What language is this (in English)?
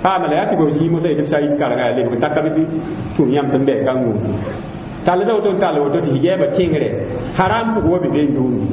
Mossi